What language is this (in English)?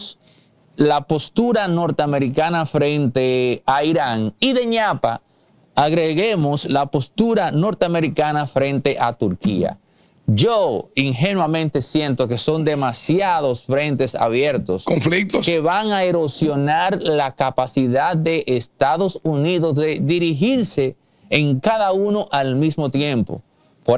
Spanish